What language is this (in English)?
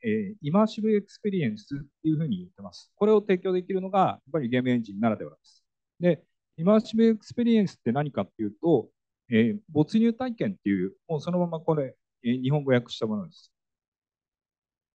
Japanese